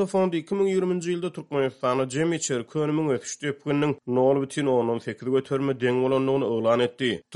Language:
Turkmen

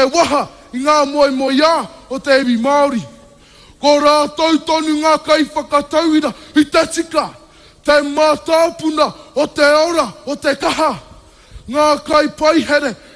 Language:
Māori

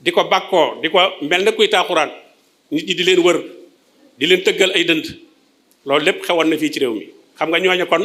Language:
Wolof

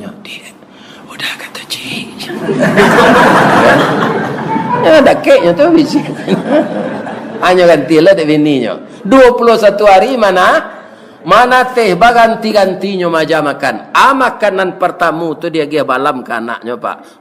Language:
Minangkabau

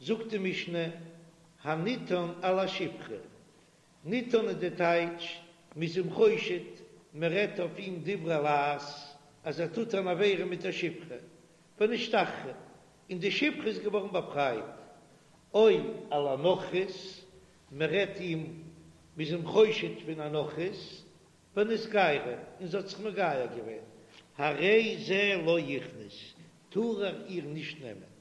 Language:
Yiddish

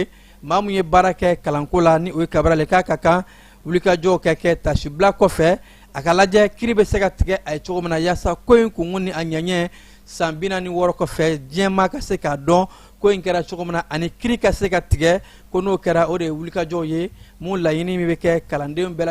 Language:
Bambara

